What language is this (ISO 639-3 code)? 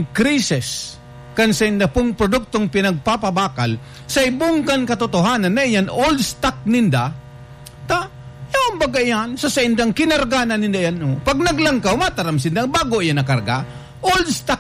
bik